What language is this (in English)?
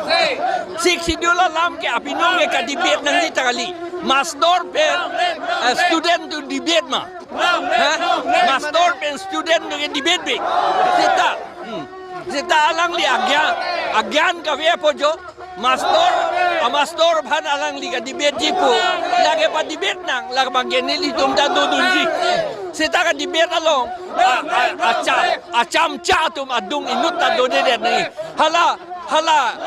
Karbi